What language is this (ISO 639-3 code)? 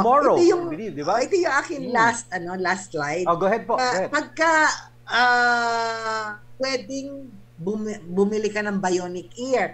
fil